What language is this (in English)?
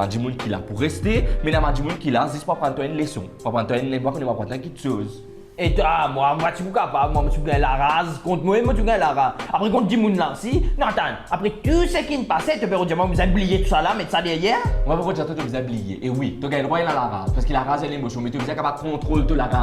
Morisyen